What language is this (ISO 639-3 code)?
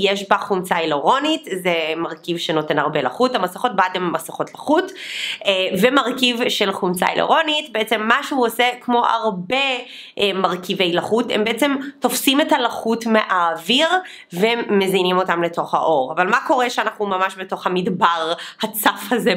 heb